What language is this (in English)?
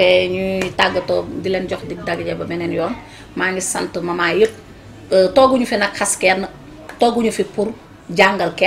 Wolof